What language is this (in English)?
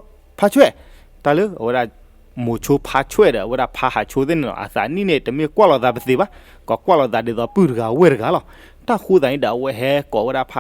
S'gaw Karen